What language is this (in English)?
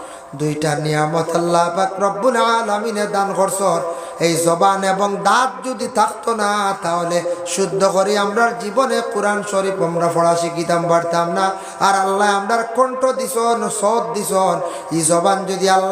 Sylheti